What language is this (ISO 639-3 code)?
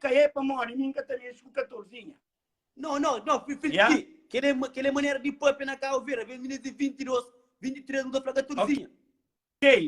kea